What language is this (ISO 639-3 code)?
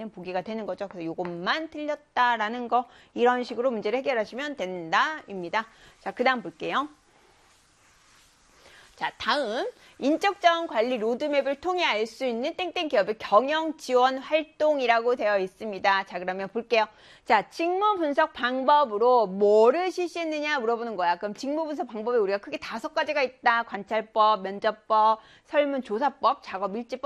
kor